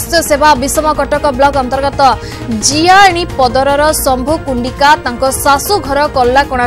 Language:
Odia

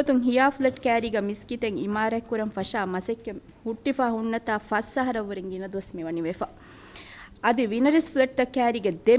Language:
Divehi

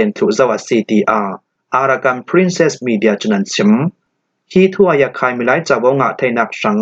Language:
Falam Chin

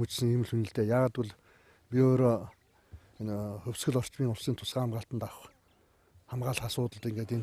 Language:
Mongolian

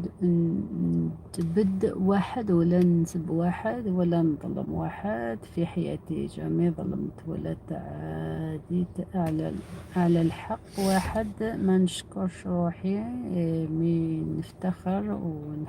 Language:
Algerian Arabic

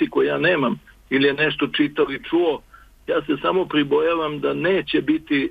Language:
Serbian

